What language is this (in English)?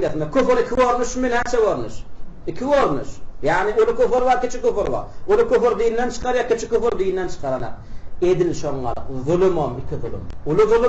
Turkmen